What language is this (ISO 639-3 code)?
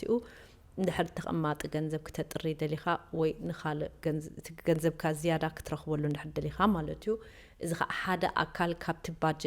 tir